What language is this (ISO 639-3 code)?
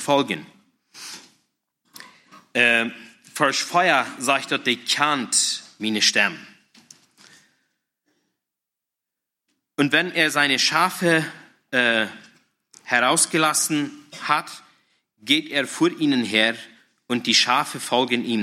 deu